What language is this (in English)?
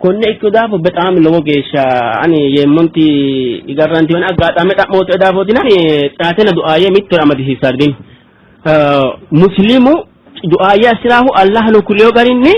Sidamo